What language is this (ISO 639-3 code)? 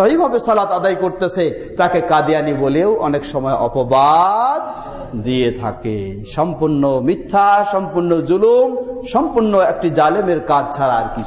ben